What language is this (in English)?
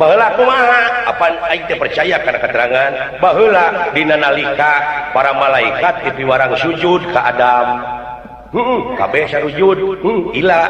Sundanese